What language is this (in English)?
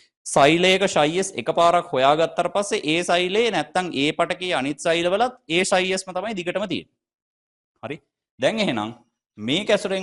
Sinhala